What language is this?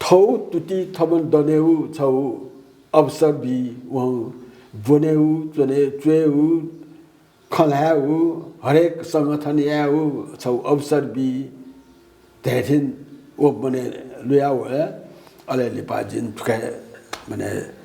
Newari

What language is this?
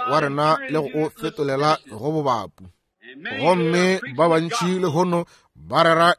Northern Sotho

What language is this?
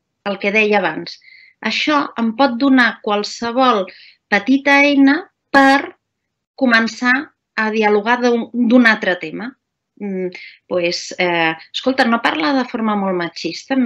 Catalan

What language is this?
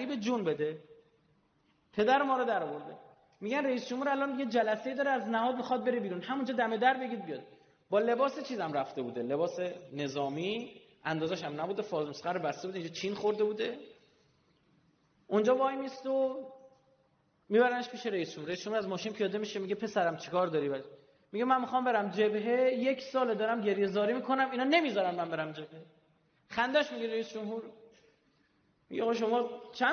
Persian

